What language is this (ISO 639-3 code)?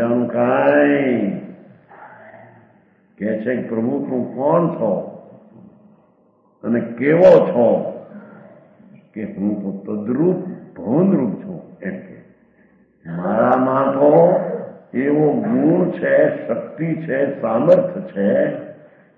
guj